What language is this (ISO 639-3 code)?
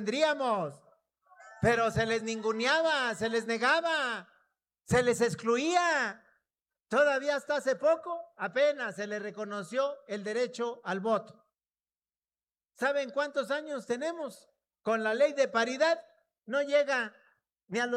spa